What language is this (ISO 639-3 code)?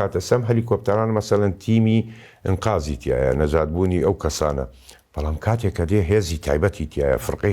ckb